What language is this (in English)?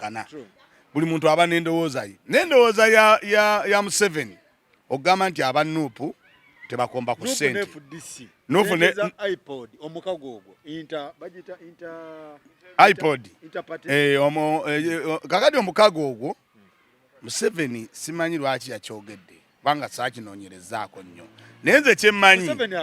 Ganda